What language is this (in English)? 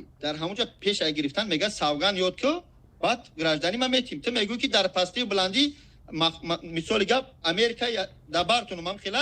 Tajik